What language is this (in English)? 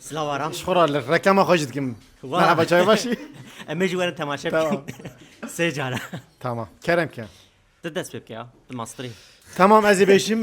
Kurdish